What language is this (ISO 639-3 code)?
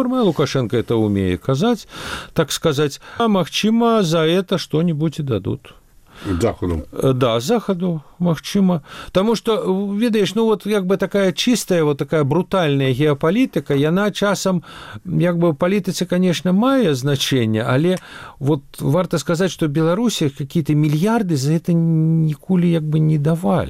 bel